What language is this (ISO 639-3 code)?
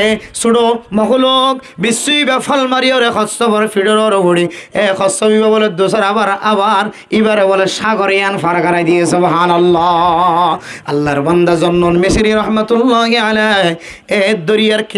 rhg